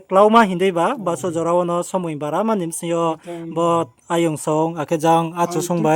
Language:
Riang (India)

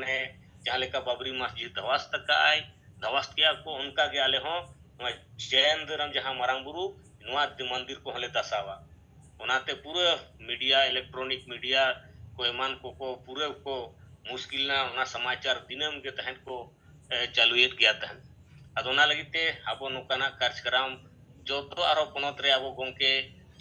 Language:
Santali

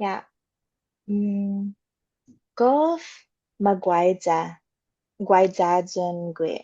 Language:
Chamorro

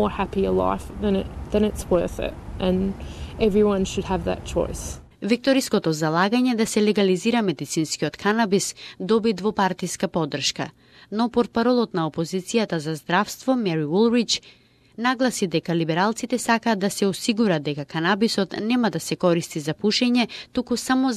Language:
Macedonian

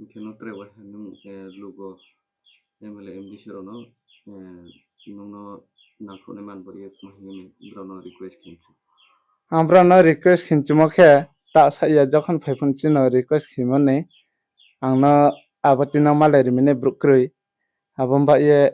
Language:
Riang (India)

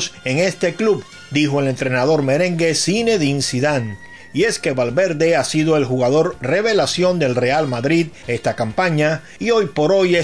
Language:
Spanish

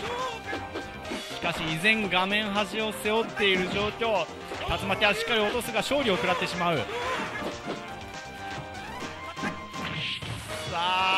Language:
Japanese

